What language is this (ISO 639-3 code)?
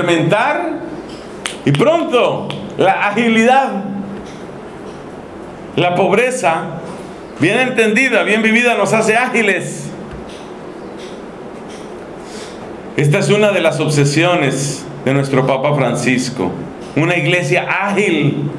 spa